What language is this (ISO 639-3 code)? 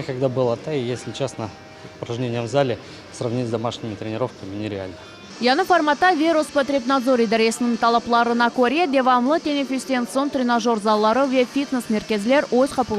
crh